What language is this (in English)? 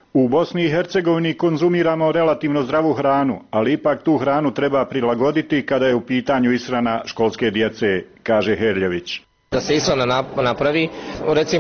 Bosnian